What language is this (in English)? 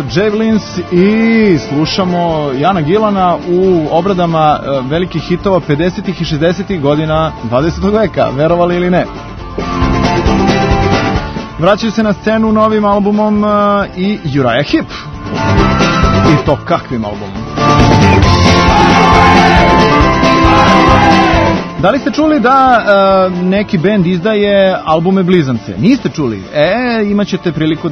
Serbian